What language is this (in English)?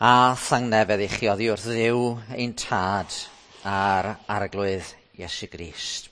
Welsh